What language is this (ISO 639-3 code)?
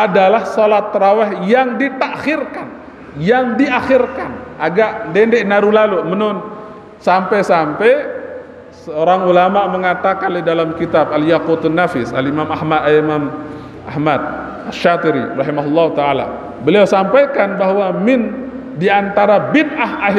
sas